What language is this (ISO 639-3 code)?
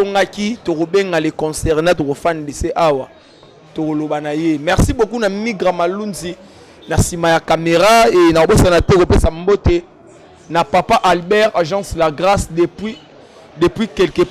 lin